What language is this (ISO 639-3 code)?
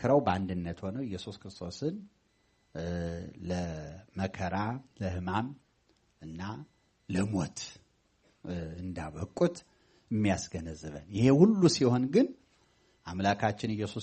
amh